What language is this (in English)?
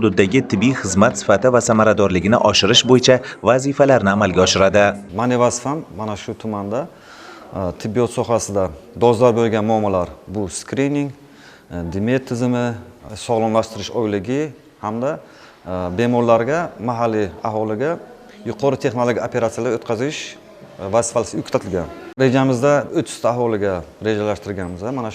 Uzbek